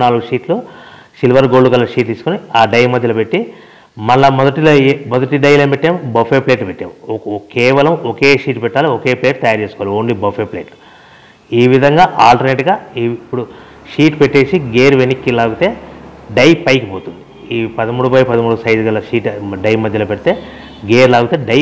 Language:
Telugu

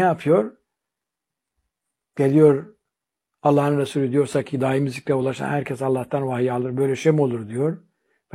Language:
Turkish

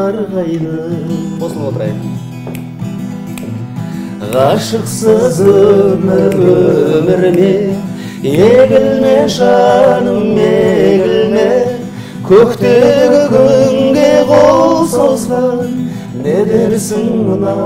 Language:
Kazakh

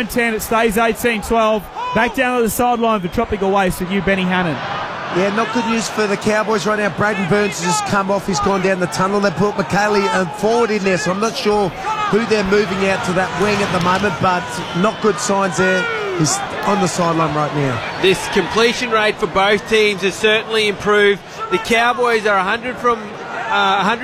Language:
English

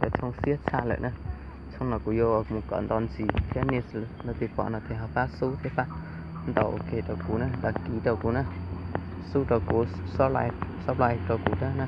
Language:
Hmong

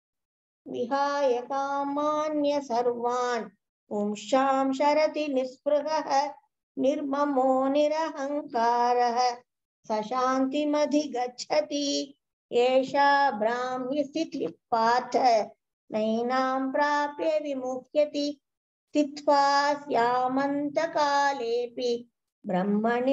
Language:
Sanskrit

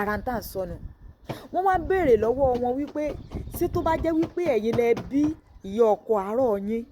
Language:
Yoruba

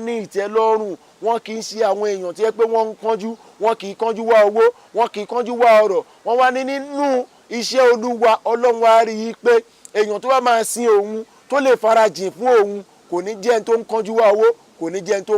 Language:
Yoruba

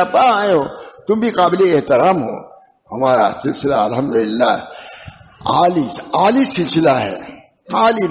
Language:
Urdu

